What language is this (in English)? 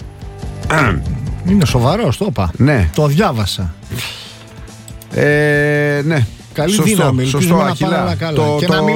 Greek